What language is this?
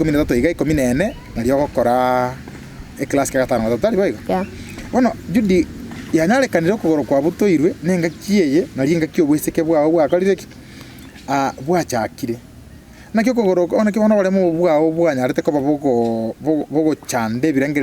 Gusii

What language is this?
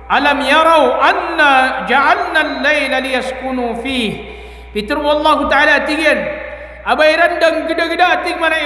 Maranao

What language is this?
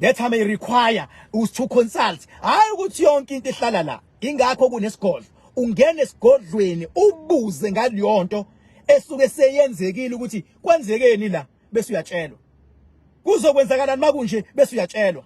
Zulu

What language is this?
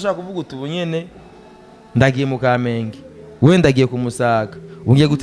Rundi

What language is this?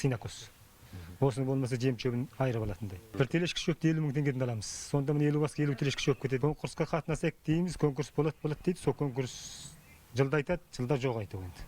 Kazakh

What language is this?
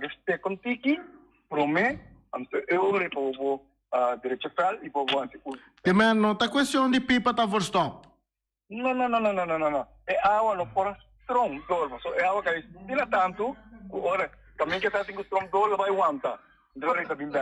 Papiamento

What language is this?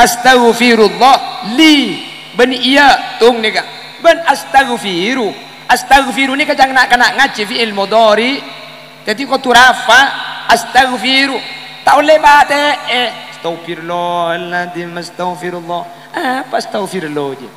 Madurese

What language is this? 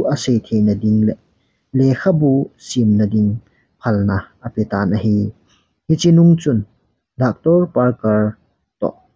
Thado Chin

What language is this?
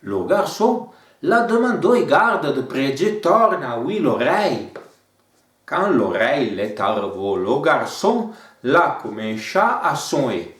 Arpitan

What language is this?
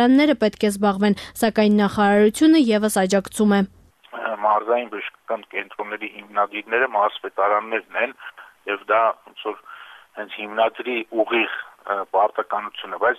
Armenian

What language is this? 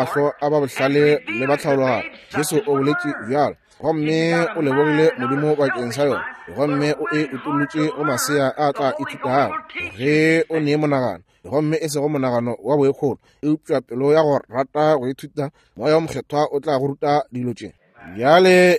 Northern Sotho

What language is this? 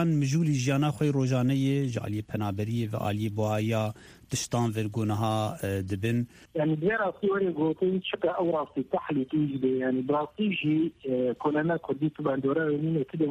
Kurdish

